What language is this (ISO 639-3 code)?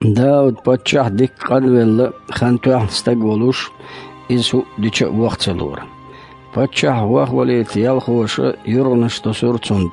che